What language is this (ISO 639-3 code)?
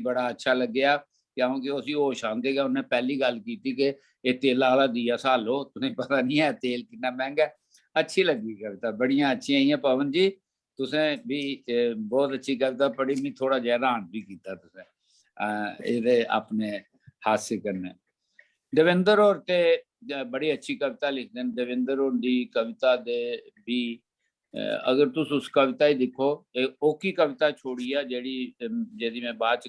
doi